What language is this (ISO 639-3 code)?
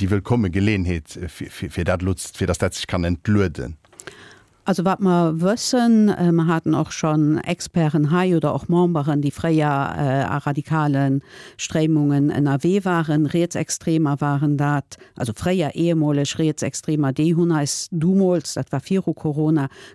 ltz